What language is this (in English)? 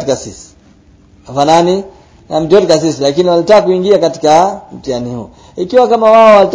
Swahili